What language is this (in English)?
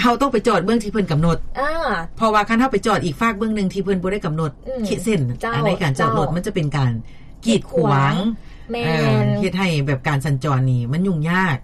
Lao